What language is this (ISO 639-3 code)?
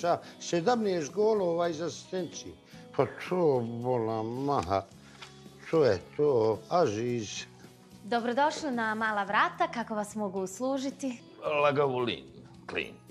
bos